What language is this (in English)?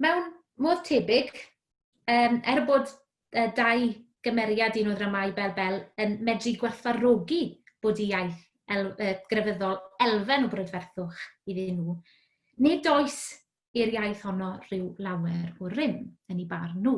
Welsh